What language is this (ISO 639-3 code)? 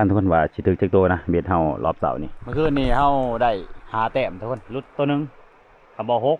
lao